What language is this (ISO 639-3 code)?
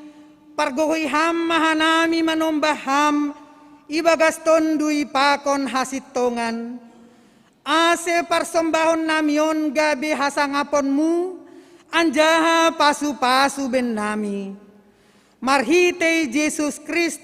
bts